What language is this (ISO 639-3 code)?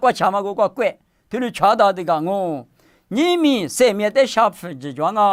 lis